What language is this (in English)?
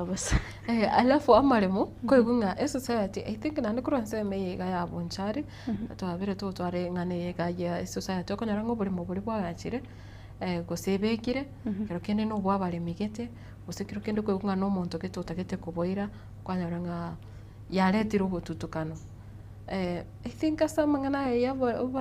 Gusii